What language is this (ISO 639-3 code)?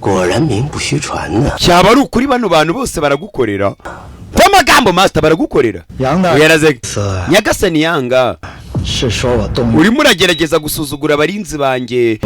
kin